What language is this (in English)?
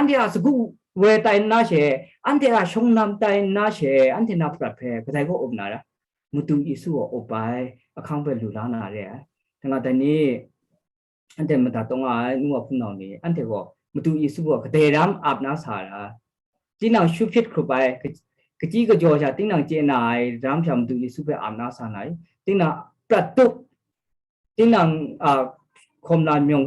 Kachin